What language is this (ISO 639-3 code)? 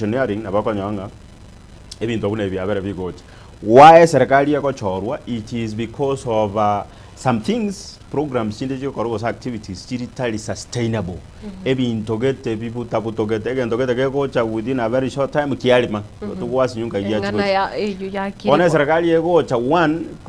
guz